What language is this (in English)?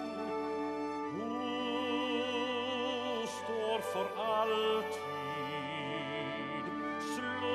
Norwegian